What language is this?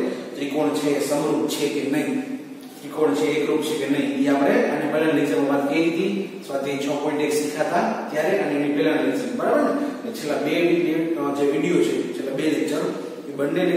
Gujarati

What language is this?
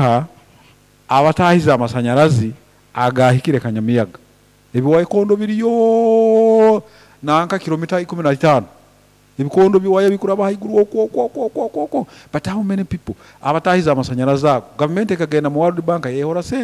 Nyoro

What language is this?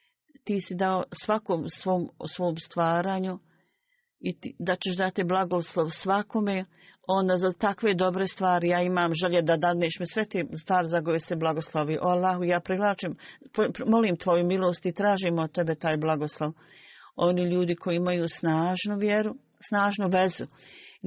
Bosnian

